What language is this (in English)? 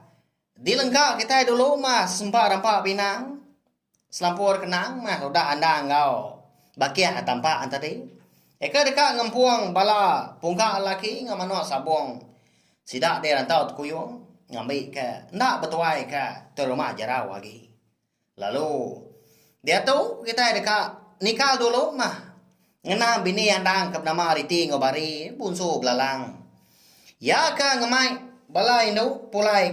Iban